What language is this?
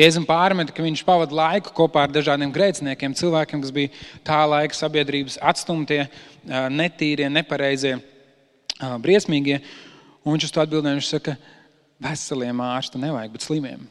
Latvian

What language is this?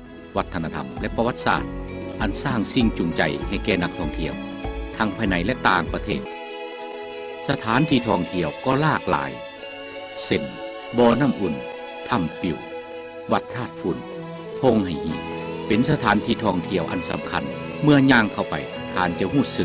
Lao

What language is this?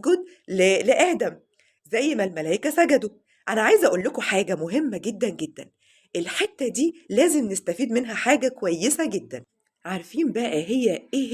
Egyptian Arabic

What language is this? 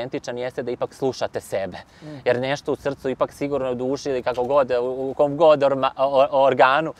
Serbian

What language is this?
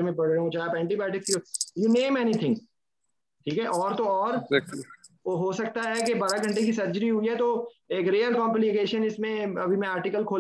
Hindi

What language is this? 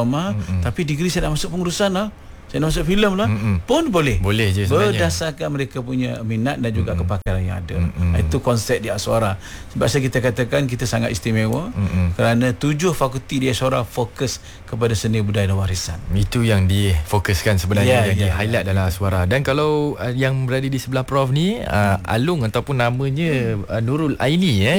Malay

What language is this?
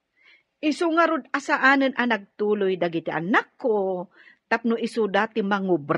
Iloko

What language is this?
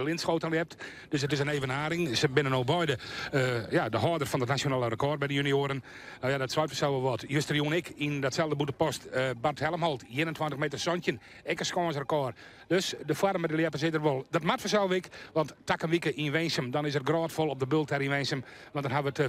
Western Frisian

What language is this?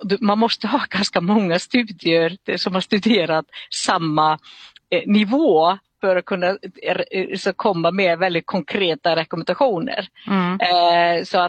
Swedish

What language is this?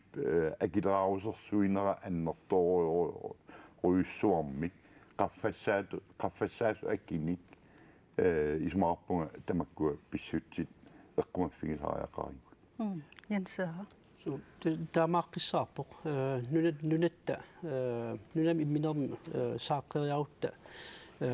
Kalaallisut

